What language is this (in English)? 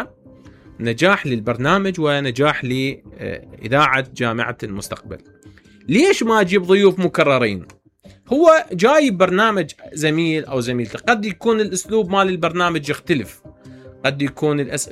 Mesopotamian Arabic